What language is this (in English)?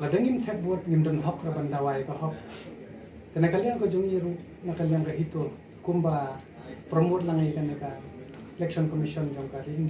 Khasi